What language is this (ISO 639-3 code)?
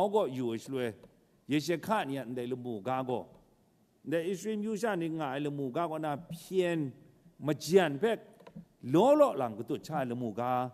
kac